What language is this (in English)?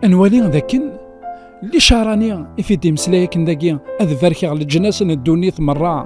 Kabyle